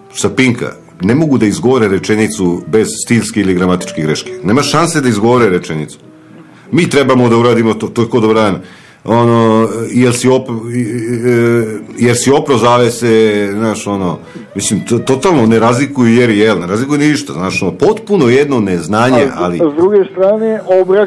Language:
Serbian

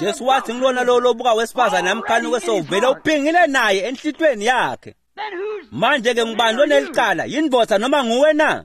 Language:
Swati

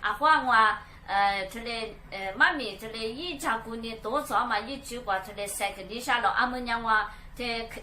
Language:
Lisu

